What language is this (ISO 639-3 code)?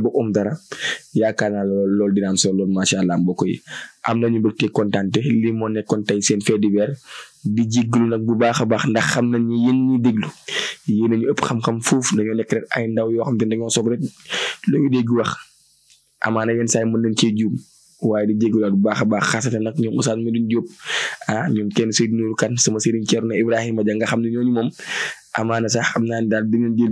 wol